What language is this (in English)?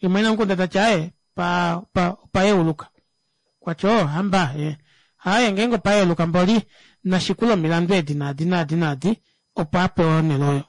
Kuanyama